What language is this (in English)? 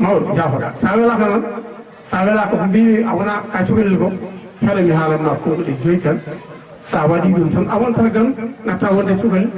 Fula